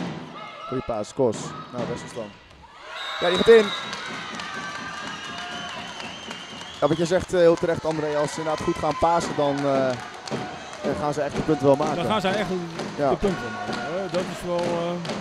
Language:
Dutch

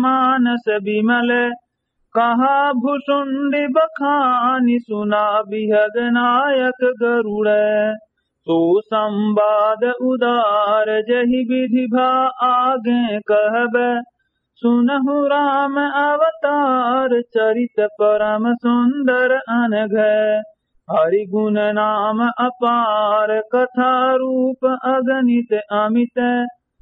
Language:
Awadhi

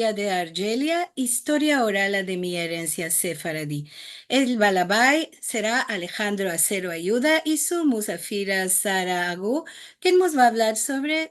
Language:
Ladino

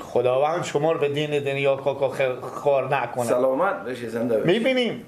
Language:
Persian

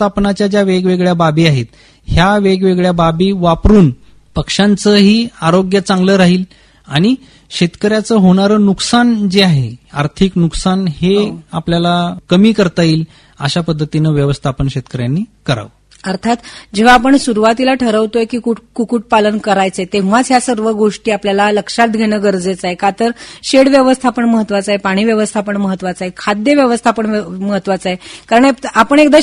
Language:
Marathi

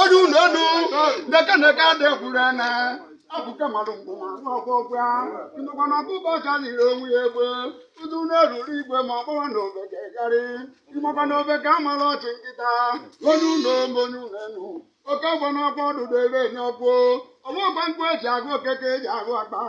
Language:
Igbo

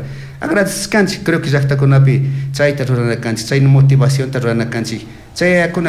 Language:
Chimborazo Highland Quichua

